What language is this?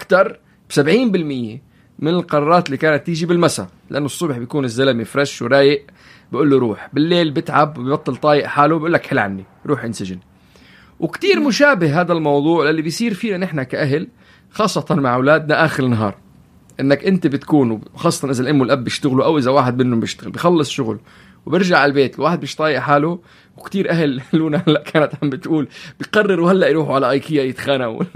North Levantine Arabic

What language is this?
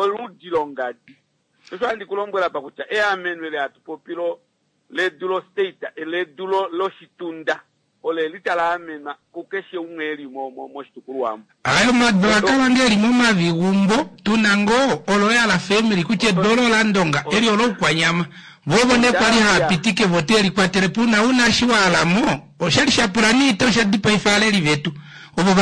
Kuanyama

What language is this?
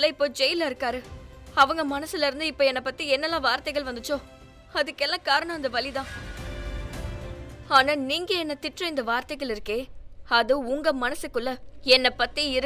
Tamil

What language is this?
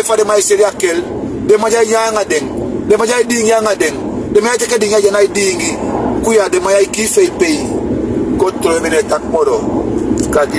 Sranan Tongo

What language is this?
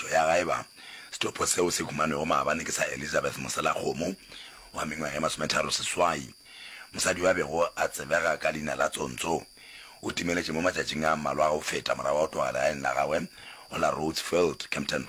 Northern Sotho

